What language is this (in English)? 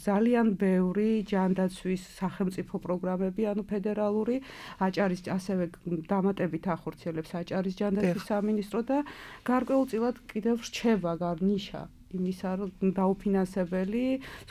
Georgian